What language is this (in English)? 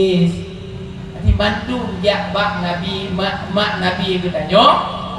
Achinese